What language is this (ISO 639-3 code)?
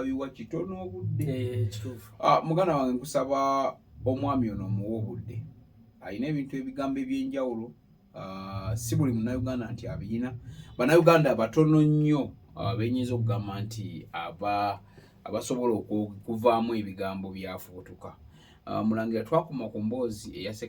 lug